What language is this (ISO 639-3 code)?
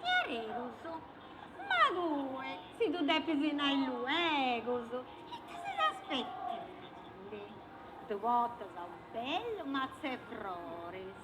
srd